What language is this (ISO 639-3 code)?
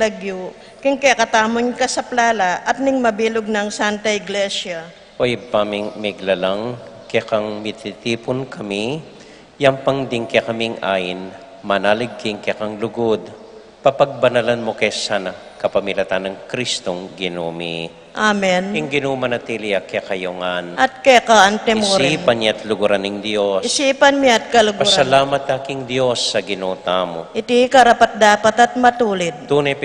pam